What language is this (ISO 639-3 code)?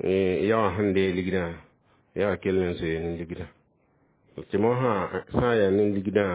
mos